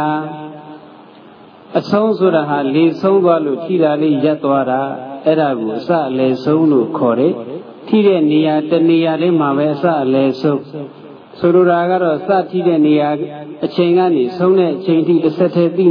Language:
Burmese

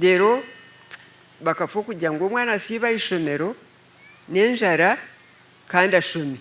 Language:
Nyankole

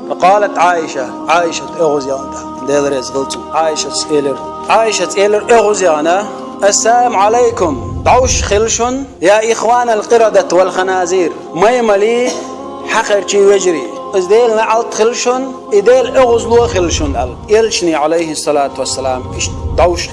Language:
Chechen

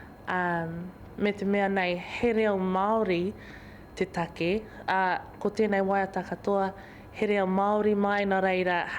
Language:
Māori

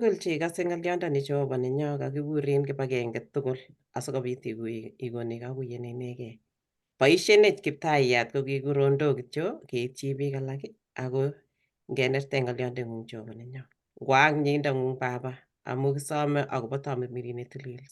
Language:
Kalenjin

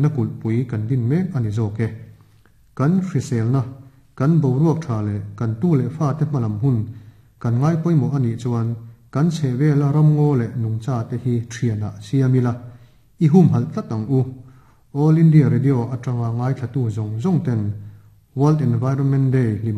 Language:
Mizo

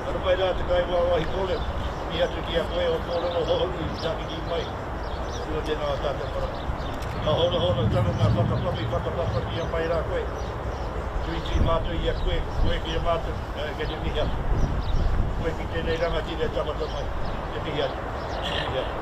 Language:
Māori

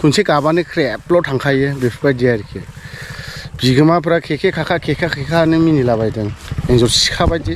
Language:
Bodo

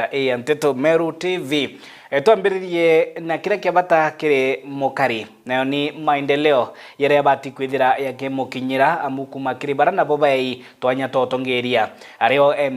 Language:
Meru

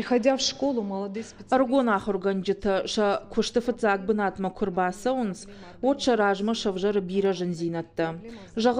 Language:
Ossetic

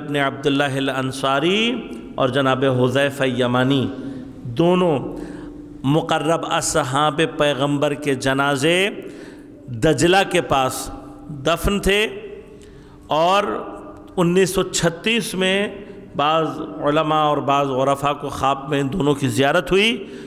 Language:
Urdu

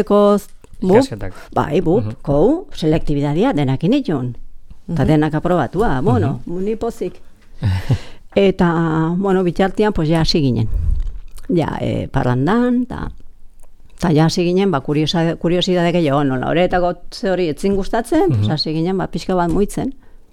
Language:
Basque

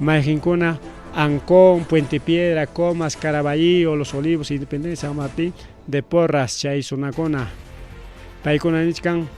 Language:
Ayacucho Quechua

